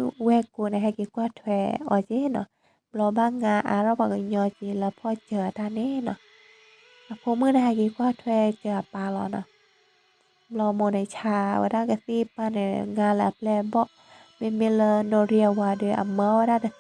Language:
S'gaw Karen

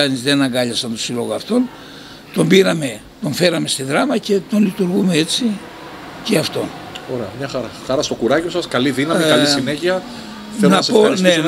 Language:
Greek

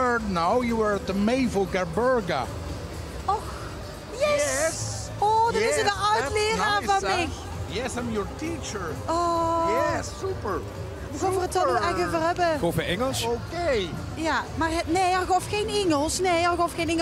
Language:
Limburgish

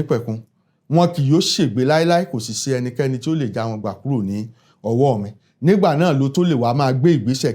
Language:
Yoruba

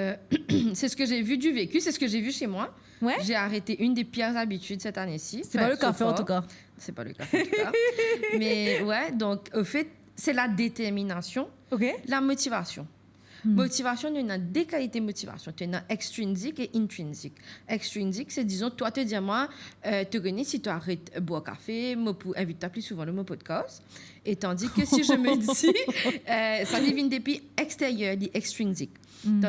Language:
Morisyen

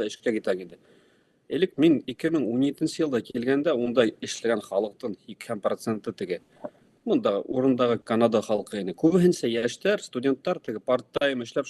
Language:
Bashkir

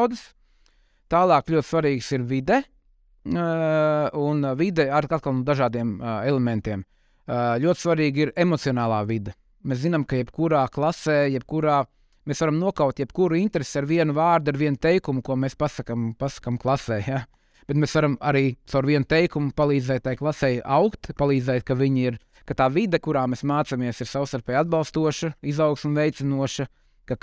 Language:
Latvian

